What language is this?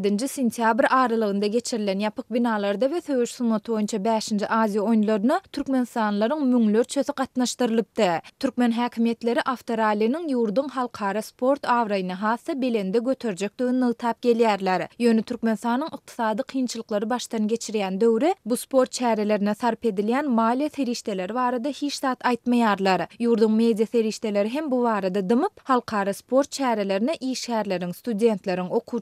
Turkmen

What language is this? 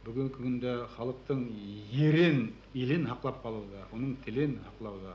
Bashkir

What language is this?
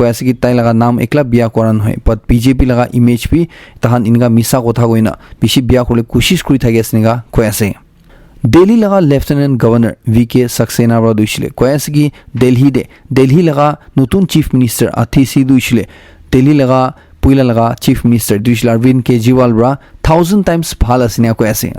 Naga Pidgin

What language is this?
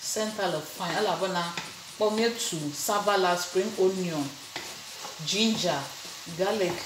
Ewe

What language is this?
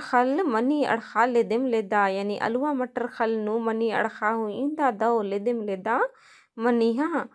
Kurukh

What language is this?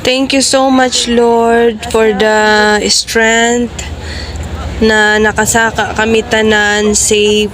Hiligaynon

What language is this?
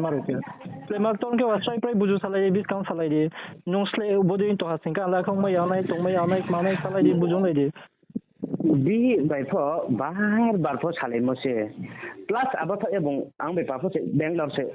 Riang (India)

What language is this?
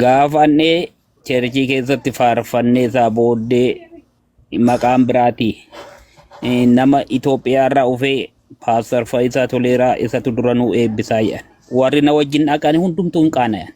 Oromo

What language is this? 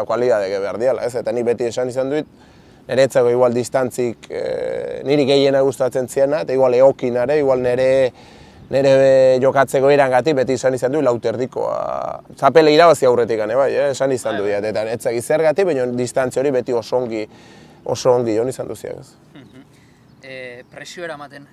Basque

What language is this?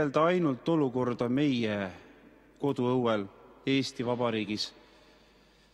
Estonian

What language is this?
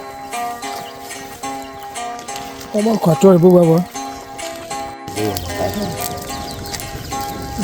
S'gaw Karen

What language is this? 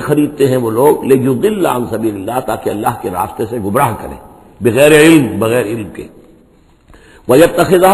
Urdu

